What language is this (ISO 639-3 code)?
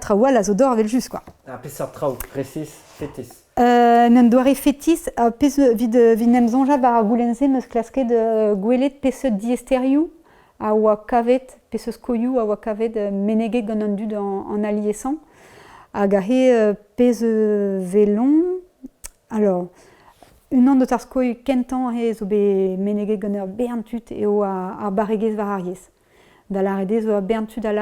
bre